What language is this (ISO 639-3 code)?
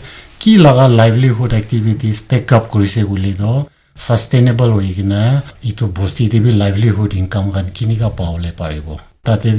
nag